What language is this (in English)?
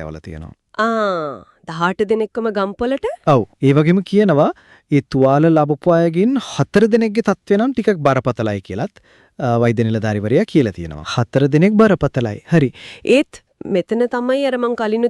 Sinhala